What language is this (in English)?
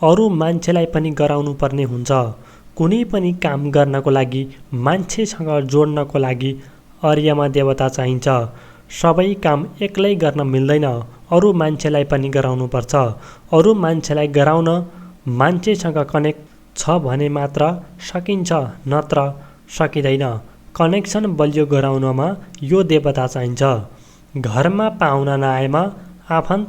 Nepali